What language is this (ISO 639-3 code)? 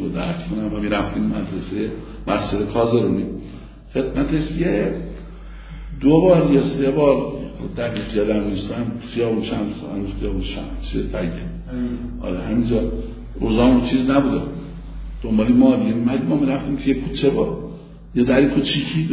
fas